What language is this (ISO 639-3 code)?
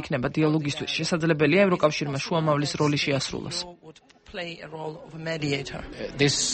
kat